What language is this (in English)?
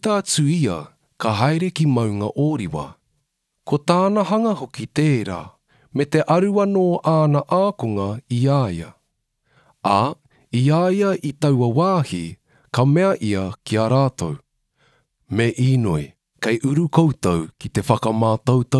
Māori